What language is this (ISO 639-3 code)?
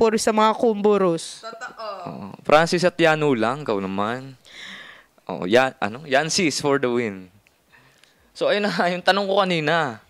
fil